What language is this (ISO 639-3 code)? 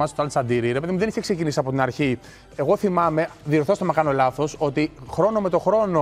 ell